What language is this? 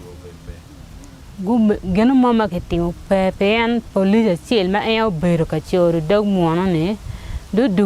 Acoli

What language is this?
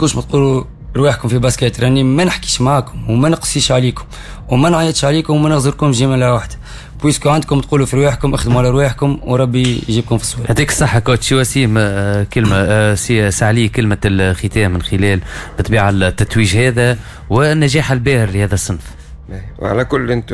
Tunisian Arabic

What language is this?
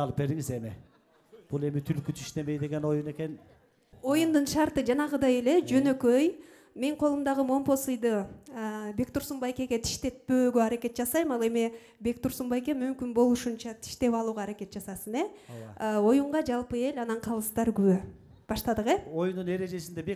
Kyrgyz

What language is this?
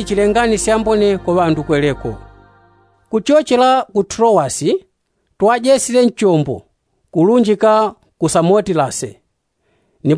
Yao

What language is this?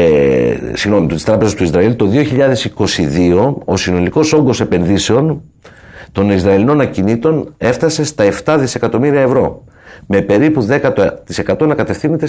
Greek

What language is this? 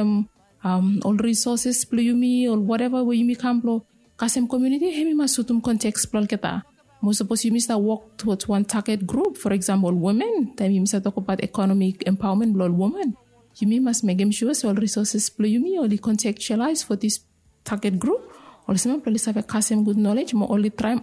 Bislama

